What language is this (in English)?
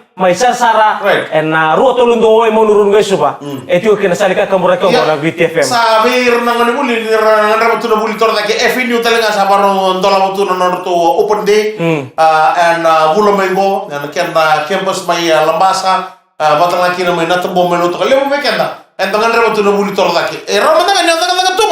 Fijian